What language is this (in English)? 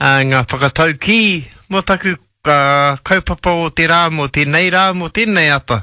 Māori